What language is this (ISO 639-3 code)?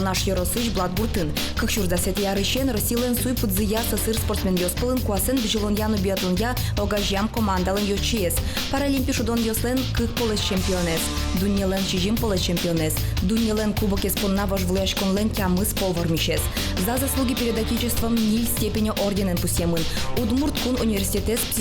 udm